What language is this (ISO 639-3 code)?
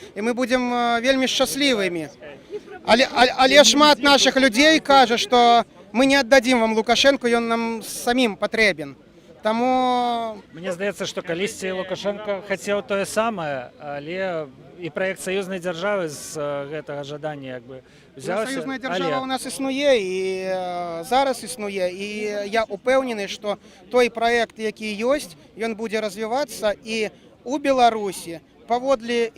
bel